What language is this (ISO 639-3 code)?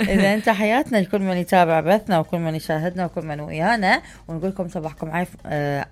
acm